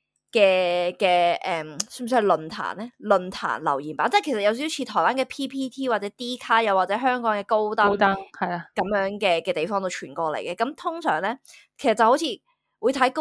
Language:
Cantonese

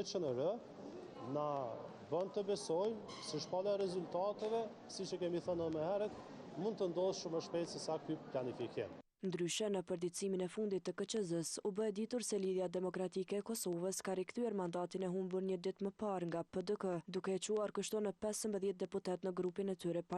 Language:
Albanian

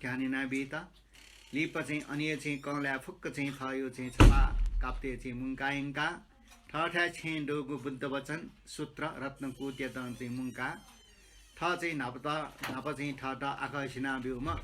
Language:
Newari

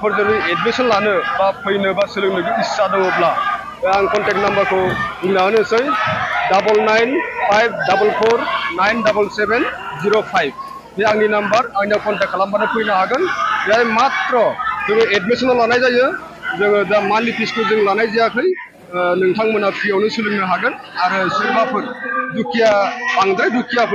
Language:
Bodo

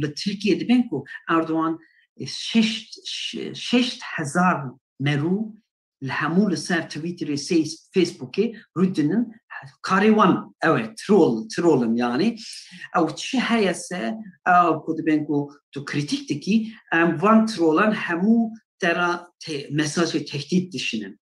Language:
Kurdish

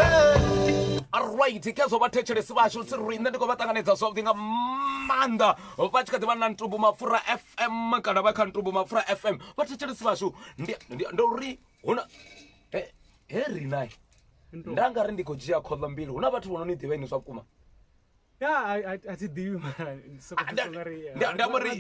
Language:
Venda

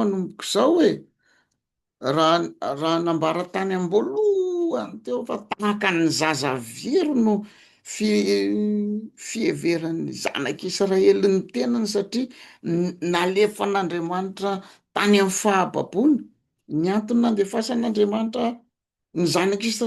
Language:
Malagasy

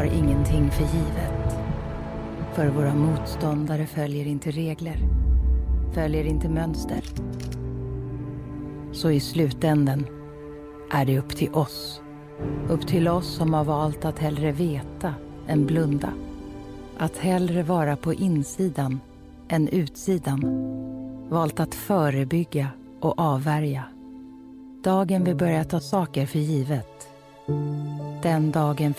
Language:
Swedish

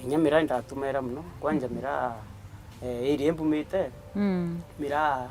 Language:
Meru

